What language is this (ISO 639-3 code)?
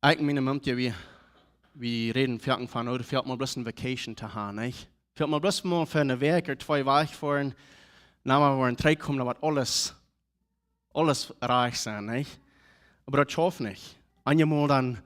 pdt